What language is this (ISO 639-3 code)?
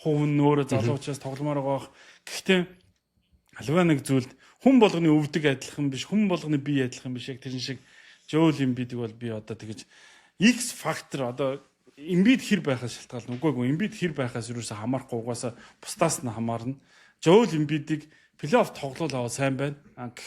mon